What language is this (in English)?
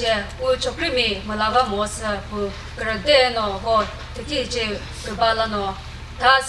Chokri Naga